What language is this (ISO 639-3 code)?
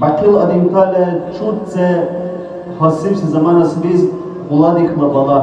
dar